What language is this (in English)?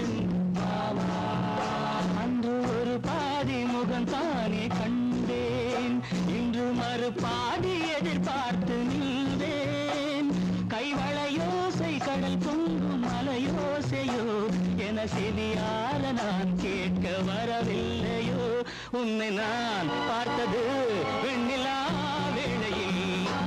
Tamil